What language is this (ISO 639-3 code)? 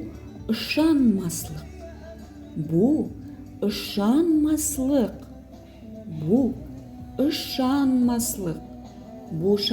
tat